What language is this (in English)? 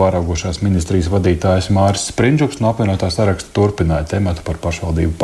Latvian